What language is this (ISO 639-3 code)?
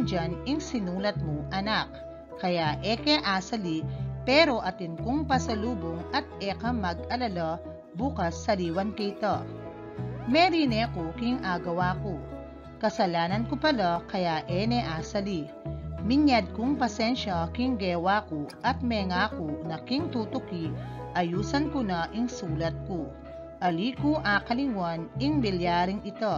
pam